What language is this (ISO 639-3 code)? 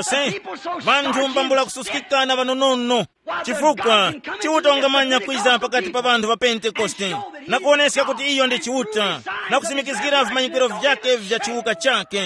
tum